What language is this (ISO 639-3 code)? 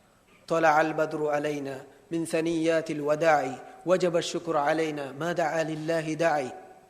div